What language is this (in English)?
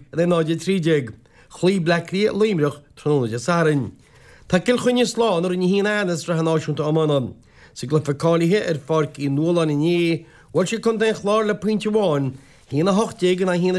Irish